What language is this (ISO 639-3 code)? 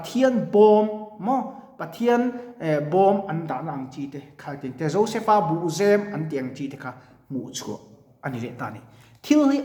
lus